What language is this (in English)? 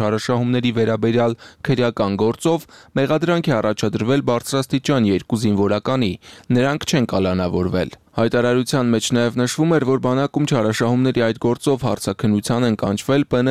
Armenian